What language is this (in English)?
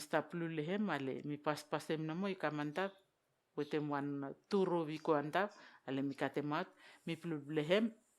Vao